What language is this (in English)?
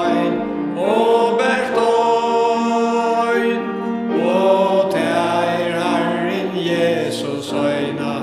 Faroese